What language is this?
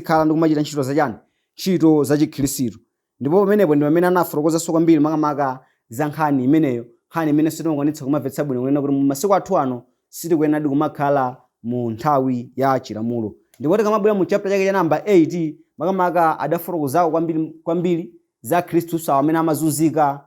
Nyanja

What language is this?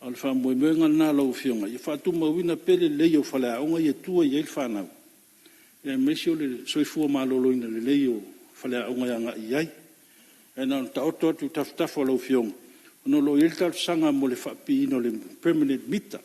Samoan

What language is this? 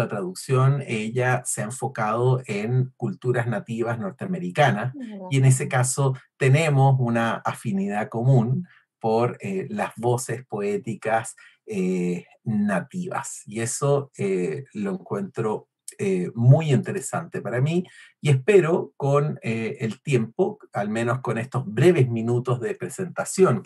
Spanish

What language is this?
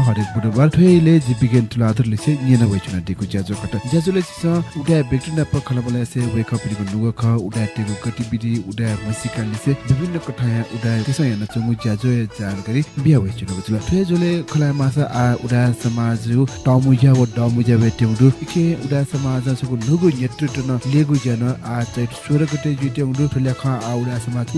Newari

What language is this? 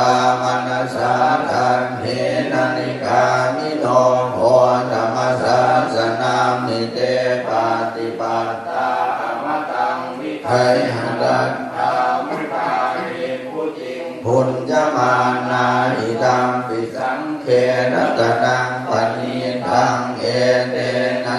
Pali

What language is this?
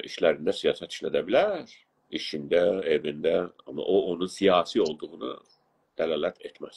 South Azerbaijani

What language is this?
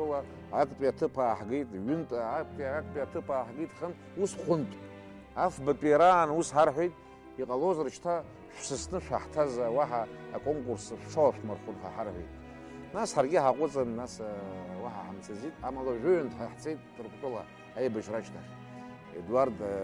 Abkhazian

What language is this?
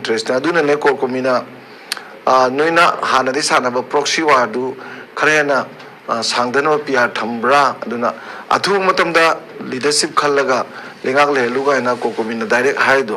Manipuri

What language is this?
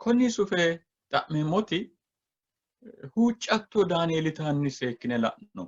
Sidamo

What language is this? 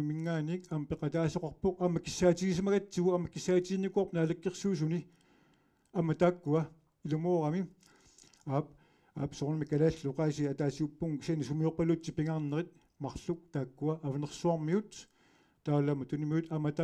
Kalaallisut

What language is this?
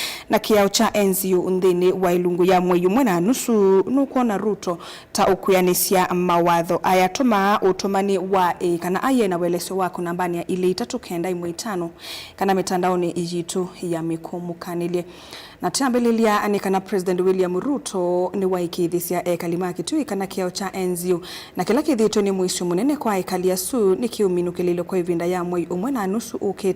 Kamba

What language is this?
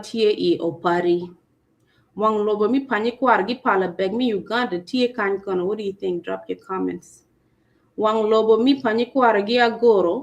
Acoli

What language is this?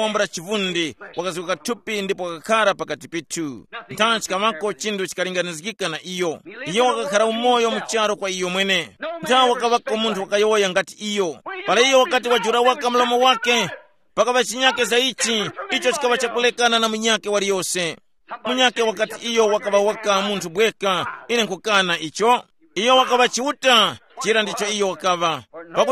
Tumbuka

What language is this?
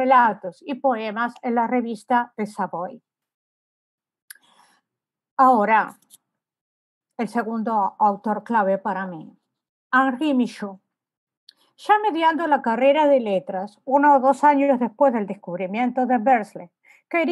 Spanish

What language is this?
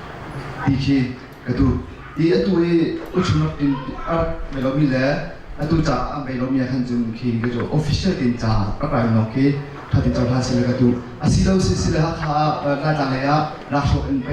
Hakha Chin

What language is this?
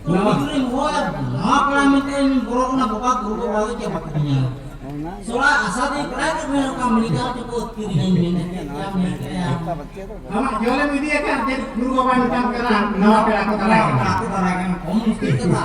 Santali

